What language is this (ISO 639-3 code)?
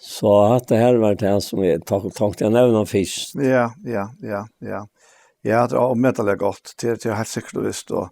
fao